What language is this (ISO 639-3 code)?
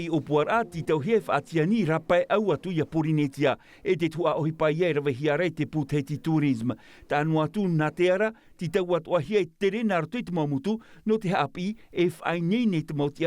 tah